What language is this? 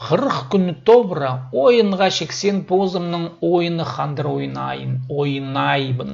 Khakas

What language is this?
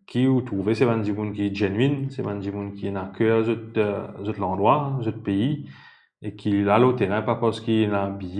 Morisyen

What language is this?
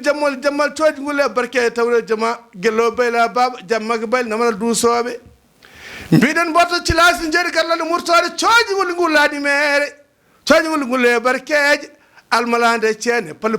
Fula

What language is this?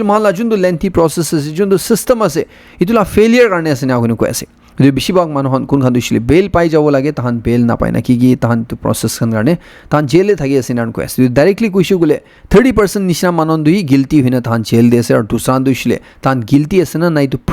Naga Pidgin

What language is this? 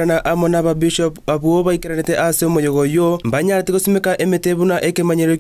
Gusii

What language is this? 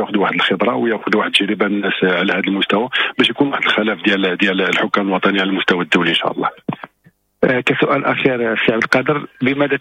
Moroccan Arabic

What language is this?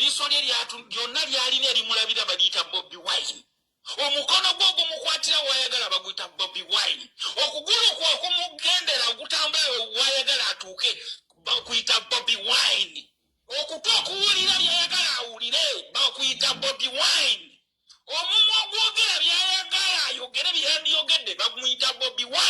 Ganda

